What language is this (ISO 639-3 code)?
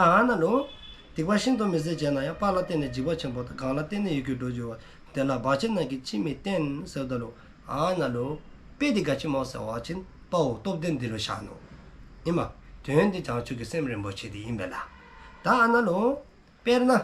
dzo